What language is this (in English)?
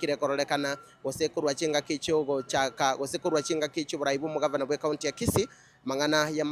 Gusii